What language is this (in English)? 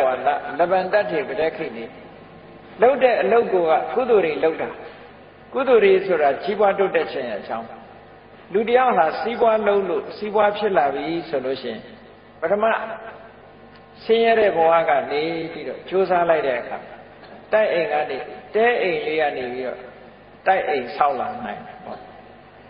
Burmese